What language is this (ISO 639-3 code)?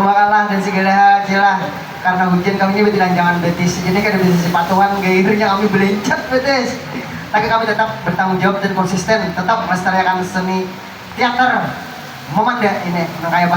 bjn